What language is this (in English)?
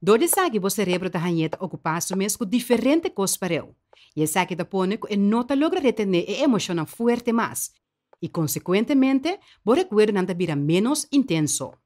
Papiamento